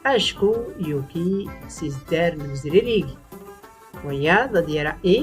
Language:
Tachelhit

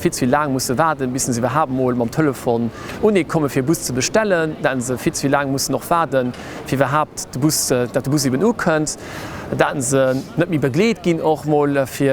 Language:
Luxembourgish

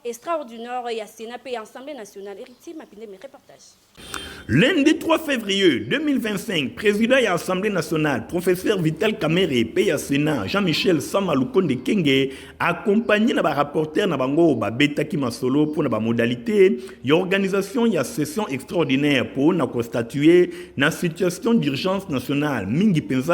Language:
Lingala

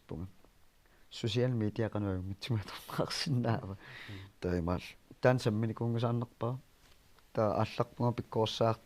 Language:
Kalaallisut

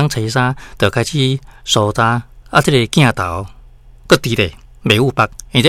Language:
Min Nan Chinese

